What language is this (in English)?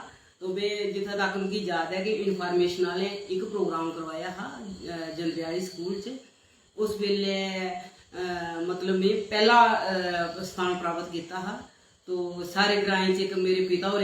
Dogri